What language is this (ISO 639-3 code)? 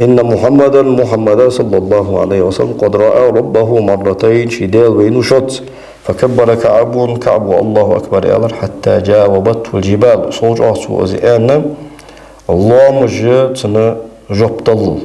inh